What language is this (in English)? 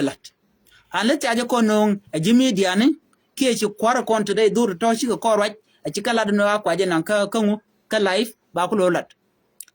Nuer